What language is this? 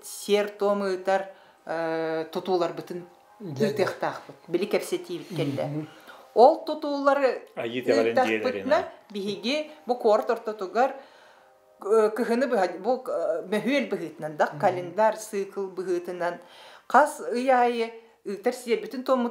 Yakut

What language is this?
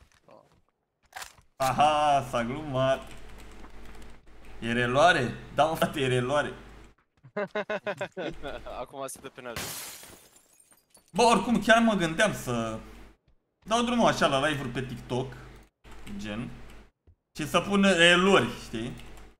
Romanian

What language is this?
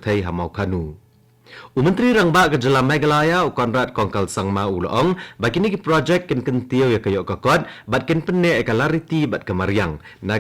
Khasi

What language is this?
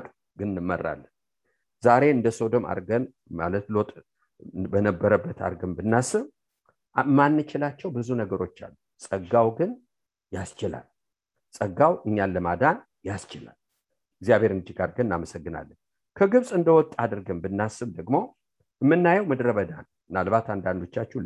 Amharic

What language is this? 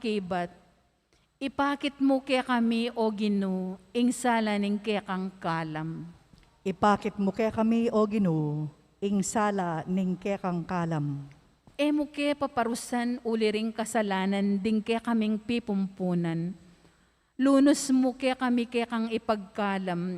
Pampanga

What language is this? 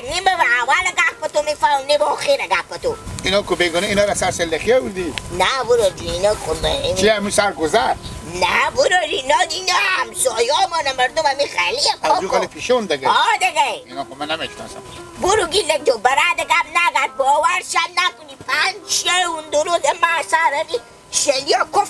Hazaragi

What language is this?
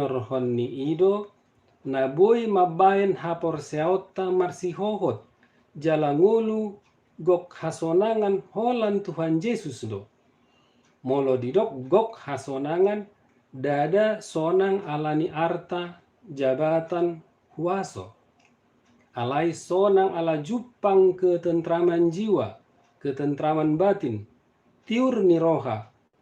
Batak Toba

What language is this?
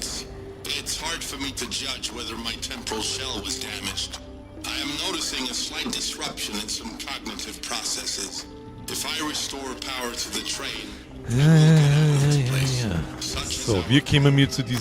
Bavarian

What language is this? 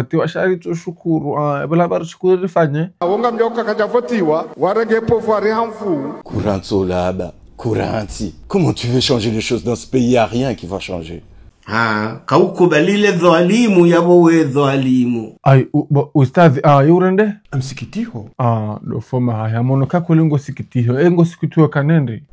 Ngazidja Comorian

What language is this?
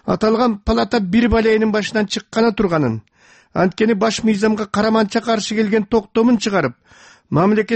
Kyrgyz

